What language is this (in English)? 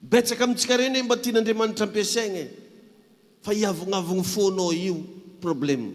Malagasy